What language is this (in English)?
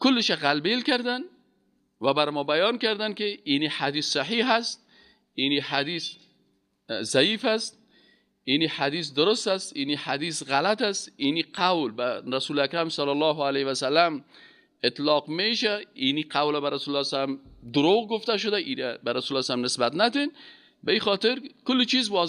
Persian